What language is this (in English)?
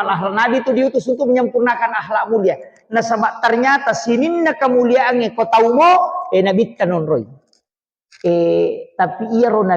Buginese